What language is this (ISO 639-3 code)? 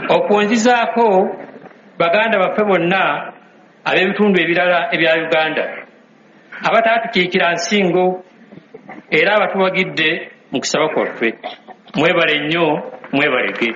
lug